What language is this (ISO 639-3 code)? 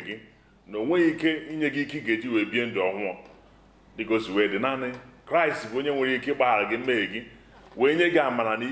ibo